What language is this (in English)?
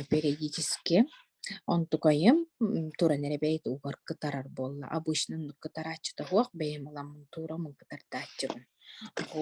Yakut